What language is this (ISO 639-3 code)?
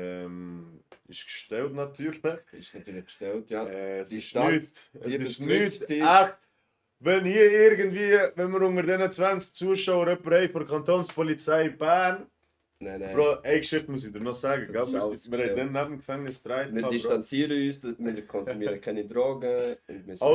gsw